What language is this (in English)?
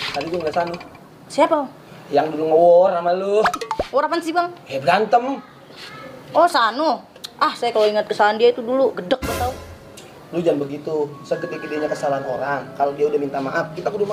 Betawi